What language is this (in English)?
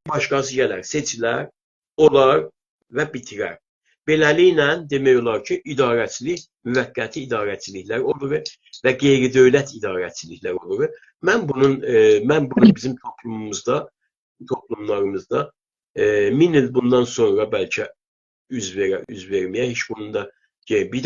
South Azerbaijani